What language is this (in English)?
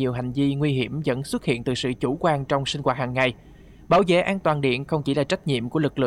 Vietnamese